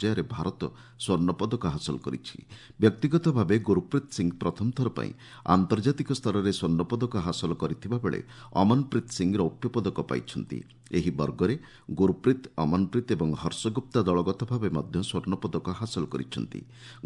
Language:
Odia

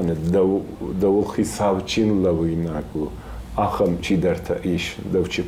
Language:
Ossetic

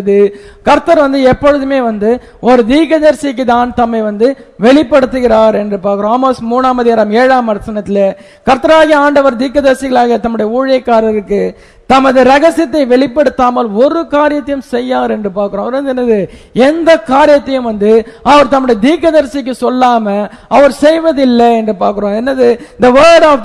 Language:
Tamil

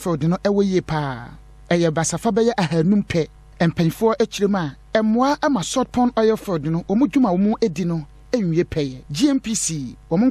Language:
Akan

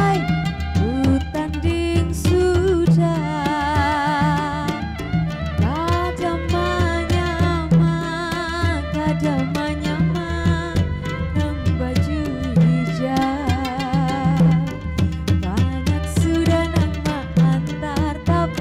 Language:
Banjar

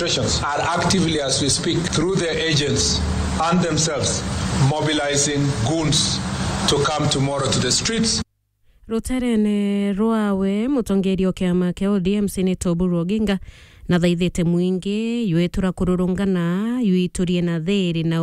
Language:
Meru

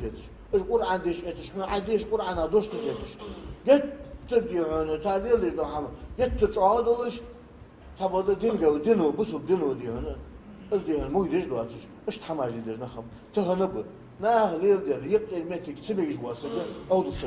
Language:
Ingush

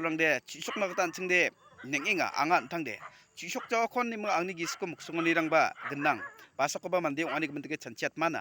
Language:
Garo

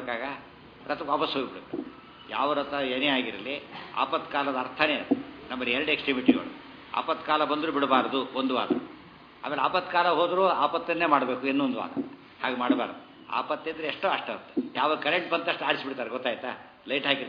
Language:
Kannada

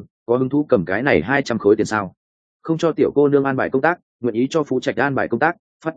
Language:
Vietnamese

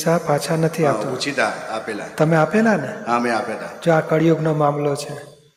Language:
Gujarati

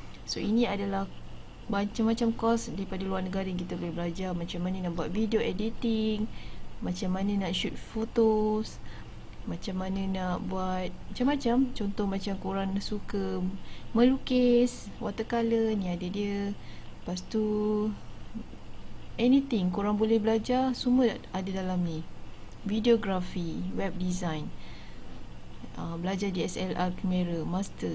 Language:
Malay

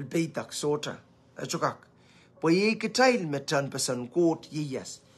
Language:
Pohnpeian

